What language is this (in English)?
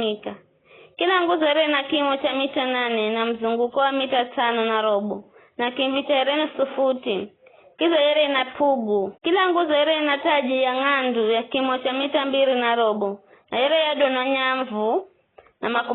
Giryama